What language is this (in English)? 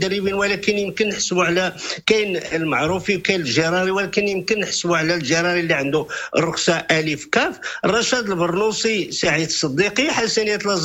Moroccan Arabic